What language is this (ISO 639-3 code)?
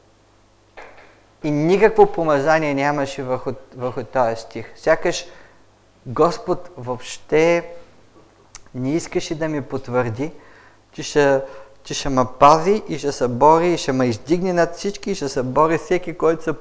bul